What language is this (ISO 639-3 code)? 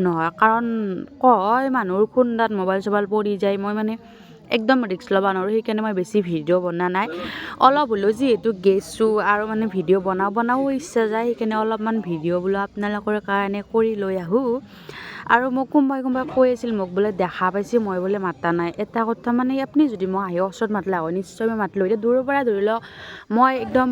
asm